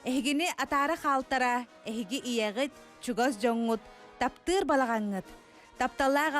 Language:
Yakut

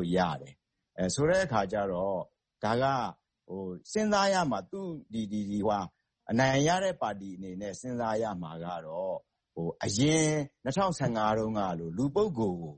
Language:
Burmese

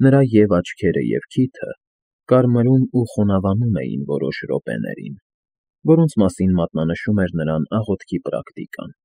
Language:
Armenian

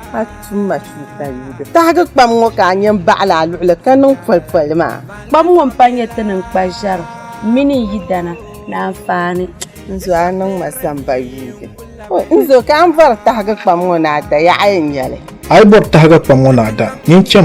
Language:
Dagbani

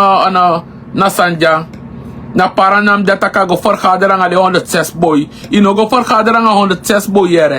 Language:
Sranan Tongo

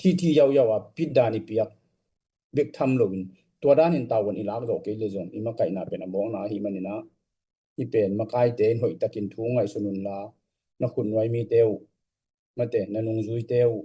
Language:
Tedim Chin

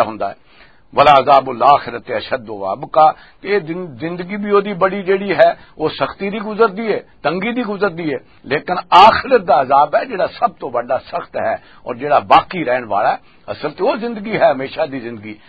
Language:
Western Panjabi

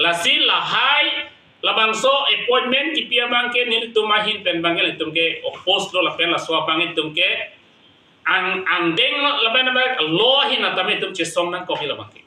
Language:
Karbi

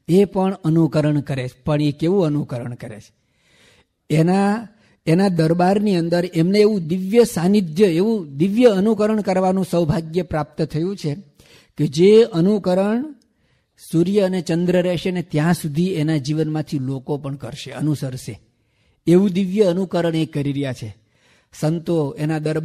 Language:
Gujarati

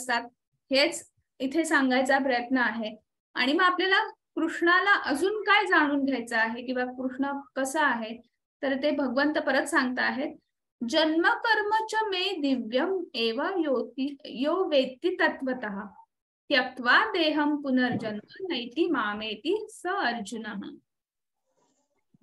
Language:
Marathi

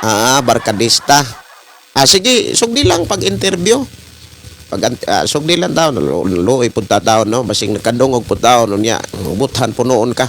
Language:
Cebuano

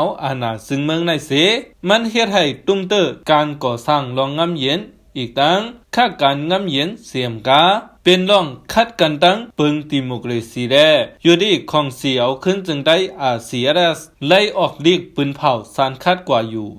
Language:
Shan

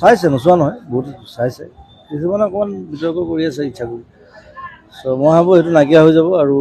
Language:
Assamese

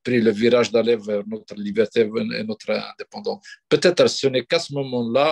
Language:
Kabyle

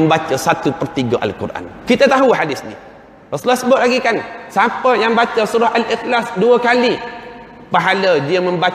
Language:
Malay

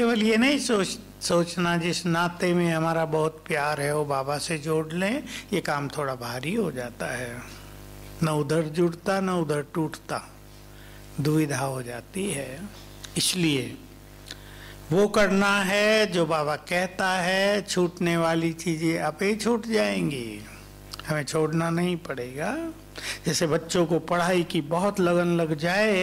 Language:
Hindi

